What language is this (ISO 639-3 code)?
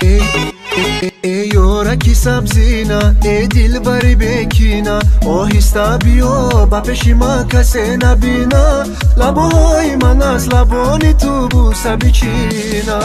tgk